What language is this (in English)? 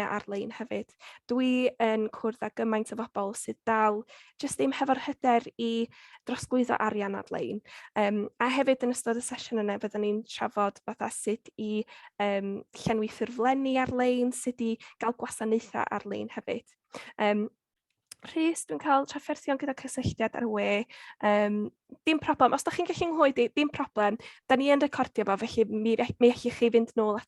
Welsh